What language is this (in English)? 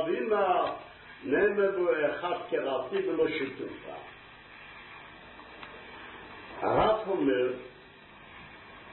Hebrew